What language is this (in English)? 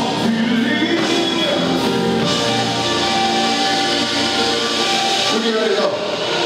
English